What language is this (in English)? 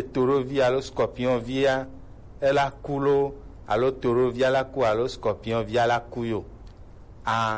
Gen